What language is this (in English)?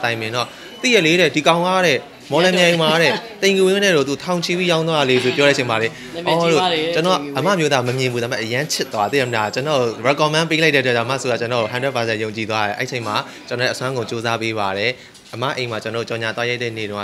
Burmese